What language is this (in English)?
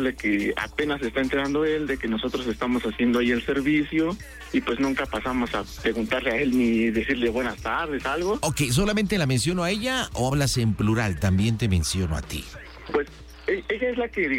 Spanish